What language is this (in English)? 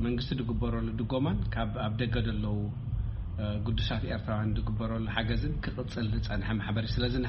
Tigrinya